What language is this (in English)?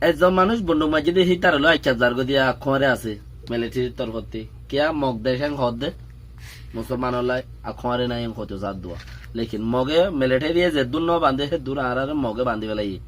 Rohingya